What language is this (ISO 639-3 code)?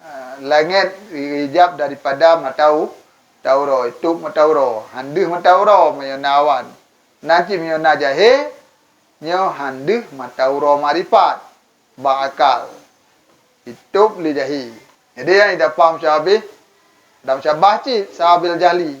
ace